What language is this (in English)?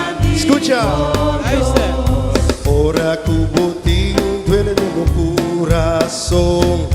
Papiamento